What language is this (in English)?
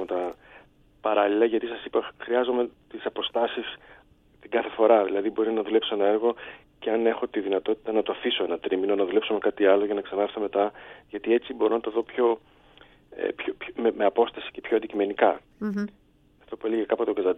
Greek